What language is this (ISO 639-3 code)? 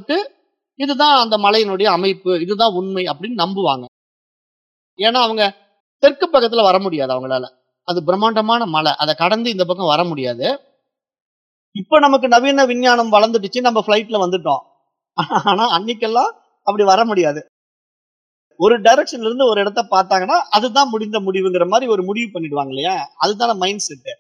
tam